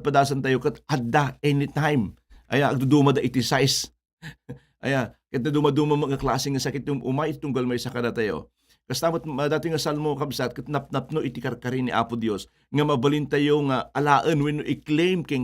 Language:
Iloko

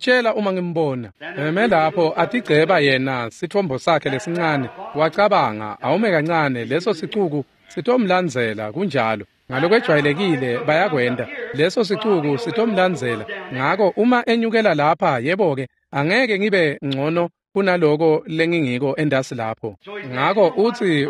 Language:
Swati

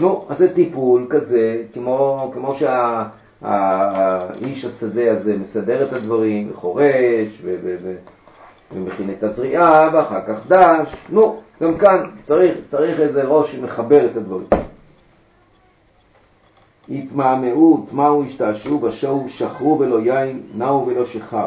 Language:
Hebrew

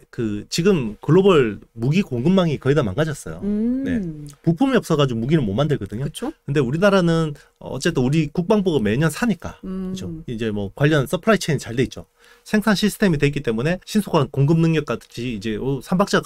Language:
Korean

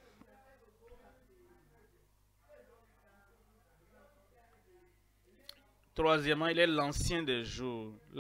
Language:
French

